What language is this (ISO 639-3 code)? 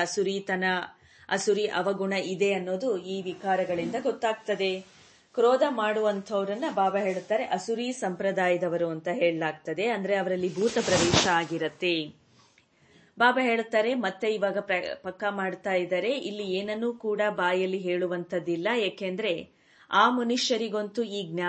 kan